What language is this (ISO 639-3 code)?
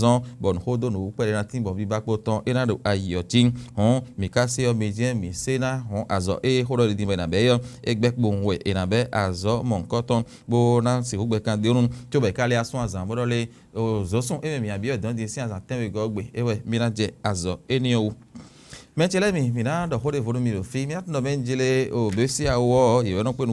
fon